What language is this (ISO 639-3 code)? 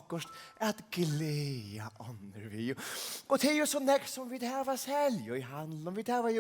fao